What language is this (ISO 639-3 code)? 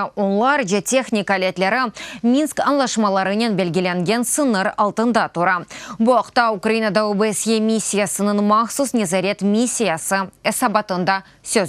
crh